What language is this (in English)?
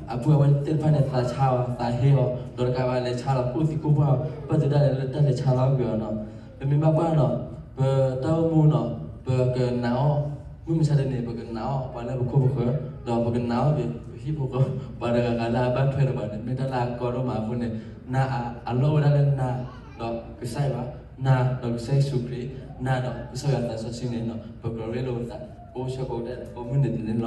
S'gaw Karen